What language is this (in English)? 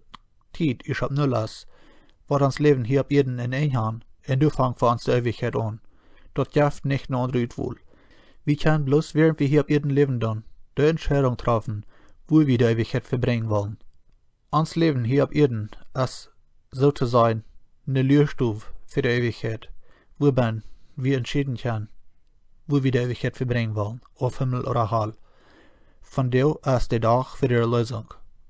Plautdietsch